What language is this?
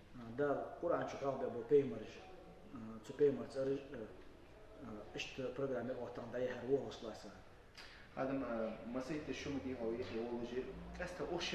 Ingush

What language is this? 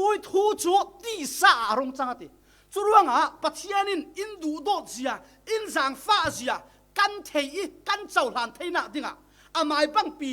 Falam Chin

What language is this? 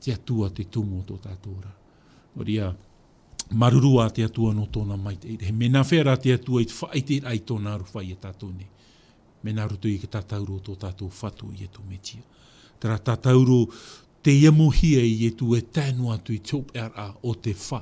Tahitian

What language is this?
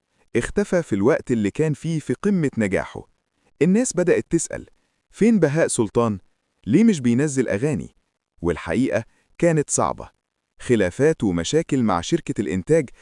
Egyptian Arabic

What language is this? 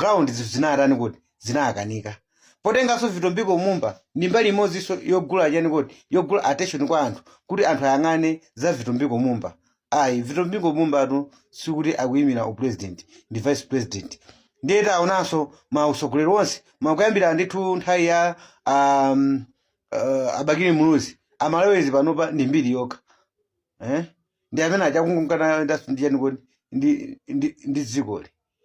Nyanja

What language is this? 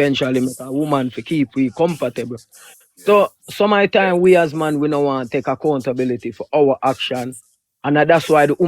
Jamaican Creole English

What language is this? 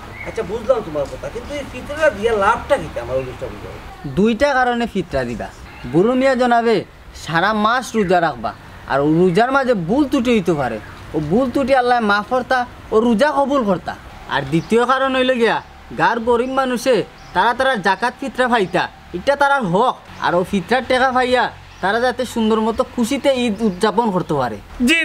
Sylheti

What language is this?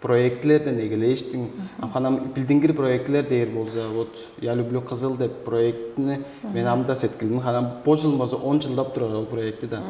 Tuvinian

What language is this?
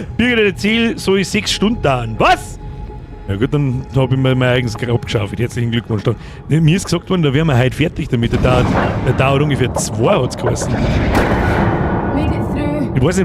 Bavarian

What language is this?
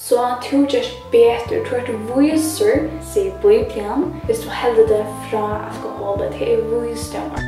Faroese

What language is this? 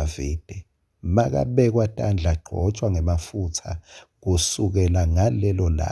Swati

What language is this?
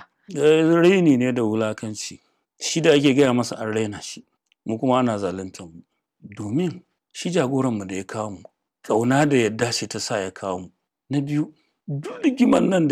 Hausa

